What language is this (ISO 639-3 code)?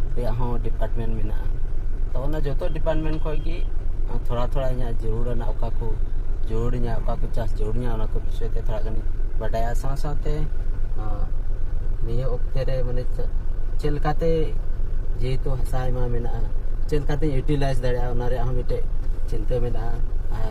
sat